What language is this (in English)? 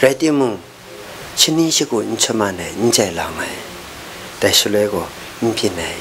Kachin